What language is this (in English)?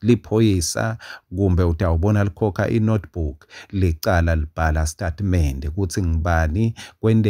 Swati